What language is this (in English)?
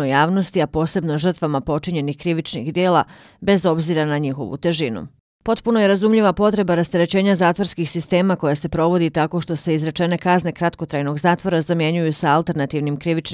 Bosnian